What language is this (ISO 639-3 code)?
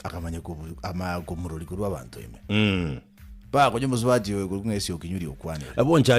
guz